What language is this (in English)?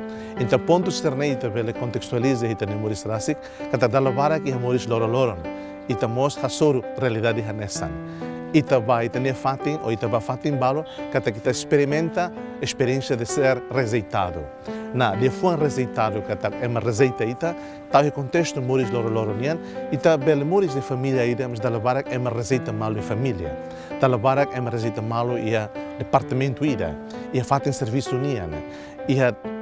Tetum